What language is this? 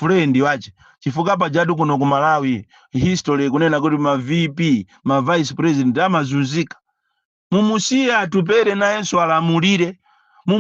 Nyanja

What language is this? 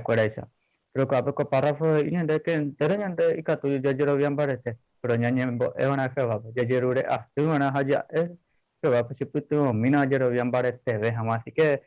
Guarani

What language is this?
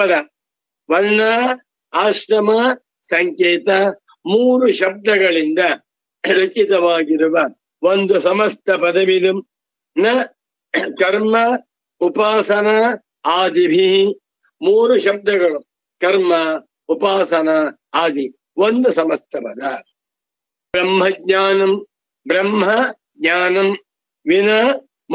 Kannada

